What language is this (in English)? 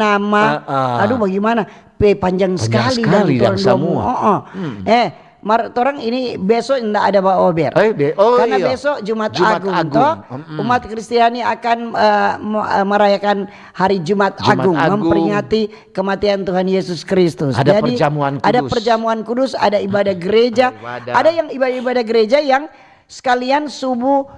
Manado Malay